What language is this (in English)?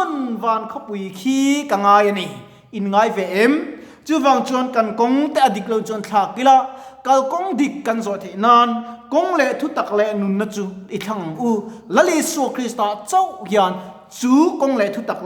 Mizo